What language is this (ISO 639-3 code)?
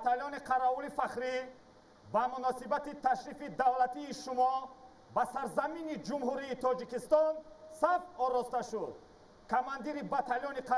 tgk